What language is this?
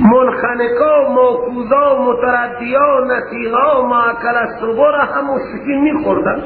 Persian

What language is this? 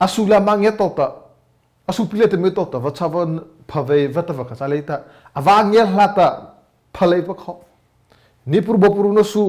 Mara Chin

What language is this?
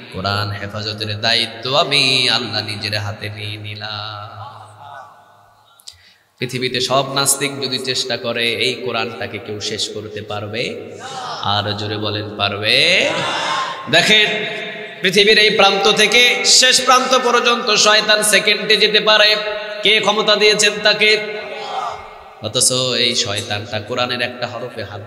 Bangla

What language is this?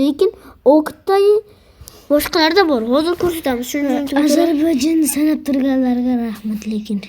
Uzbek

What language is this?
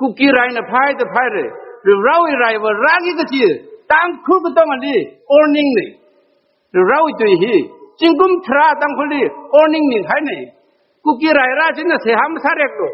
Tangkhul Naga (India)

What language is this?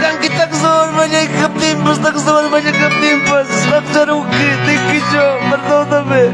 Ayacucho Quechua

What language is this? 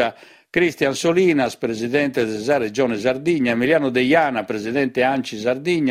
Sardinian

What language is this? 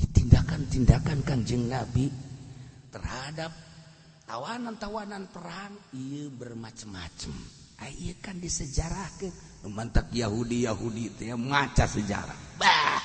Sundanese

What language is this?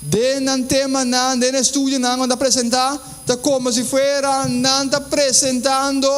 Papiamento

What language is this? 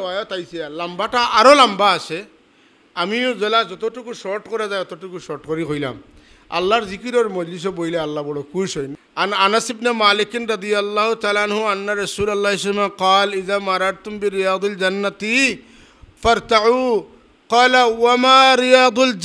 Sylheti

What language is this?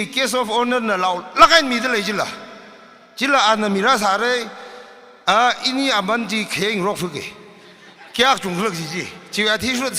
Tangkhul Naga (India)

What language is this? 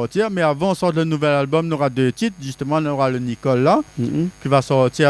Réunion Creole French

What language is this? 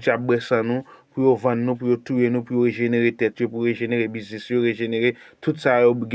Haitian Creole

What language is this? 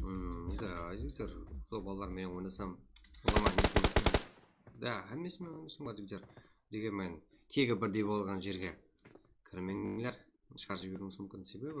Kara-Kalpak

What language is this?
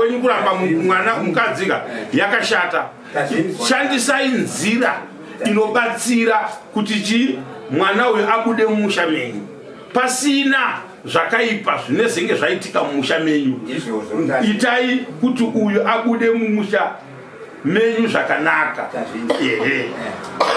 Shona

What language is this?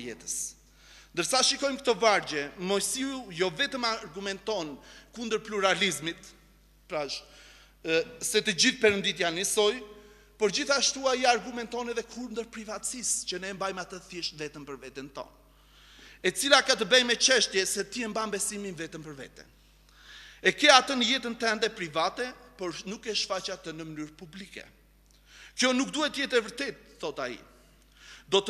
Albanian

